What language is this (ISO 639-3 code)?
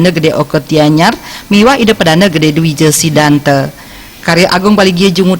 ban